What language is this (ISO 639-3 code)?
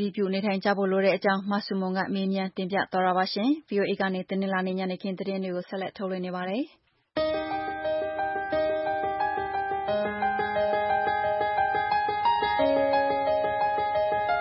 mya